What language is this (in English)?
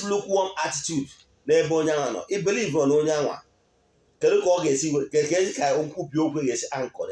Igbo